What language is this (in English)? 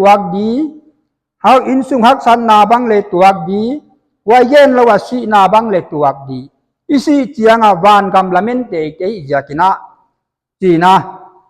Paite Chin